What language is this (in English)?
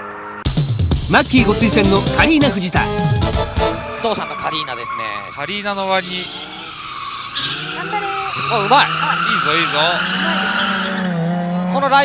Japanese